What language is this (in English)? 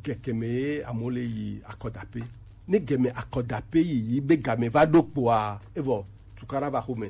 Gen